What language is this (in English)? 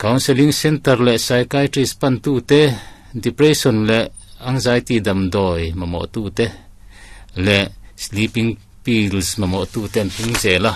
Mizo